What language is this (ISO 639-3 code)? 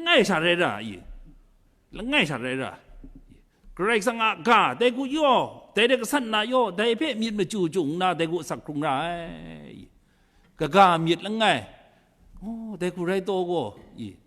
kac